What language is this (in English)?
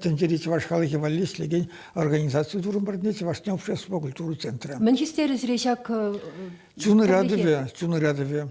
Chuvash